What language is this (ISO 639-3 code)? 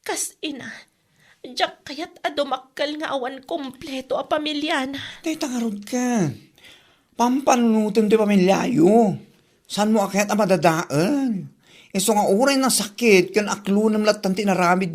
ilo